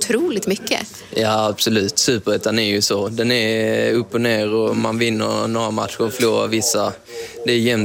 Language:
Swedish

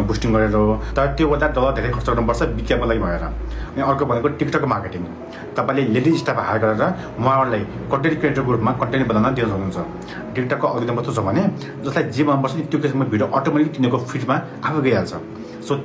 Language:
Nepali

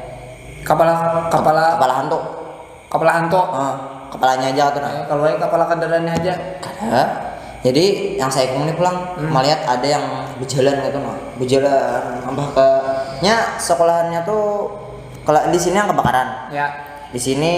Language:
Banjar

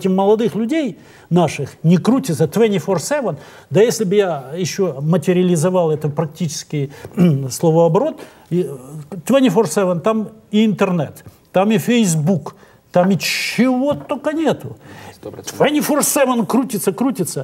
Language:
Russian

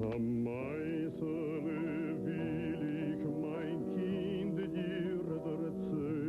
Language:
Yiddish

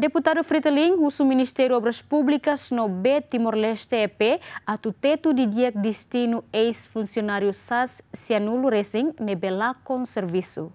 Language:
Tetum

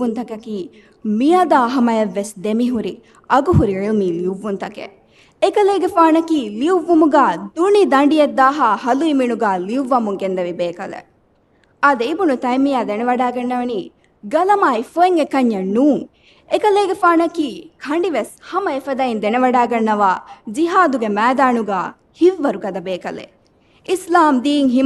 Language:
Divehi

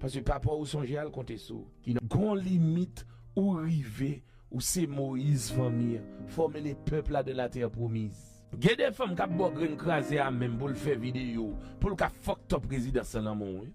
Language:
Haitian Creole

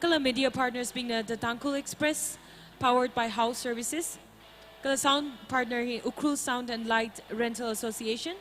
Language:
Tangkhul Naga (India)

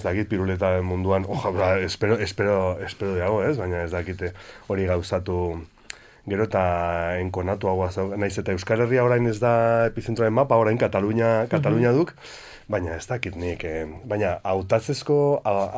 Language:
Basque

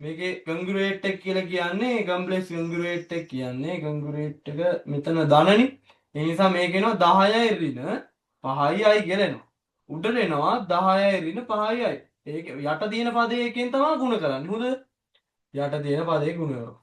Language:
Sinhala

